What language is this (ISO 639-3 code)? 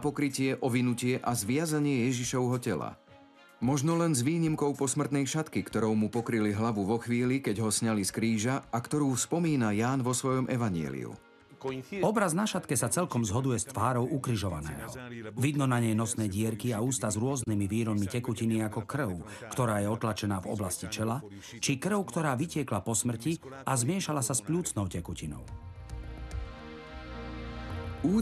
slk